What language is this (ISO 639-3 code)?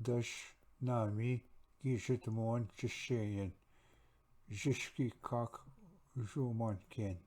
oji